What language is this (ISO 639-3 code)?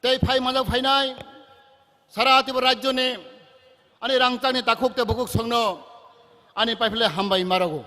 trp